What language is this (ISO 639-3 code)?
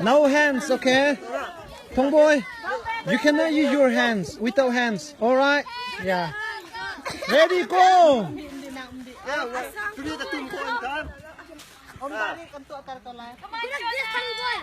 cnh